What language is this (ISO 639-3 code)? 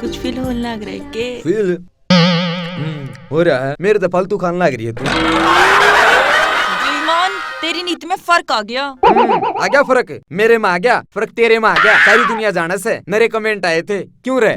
bgc